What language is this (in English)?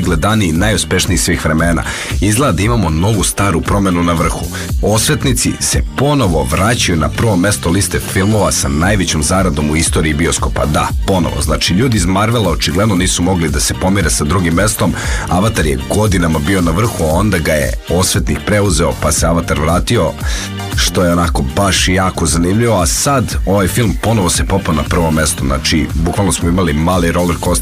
Serbian